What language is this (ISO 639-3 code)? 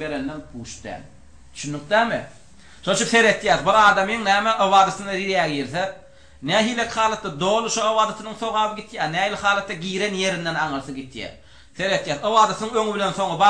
tuk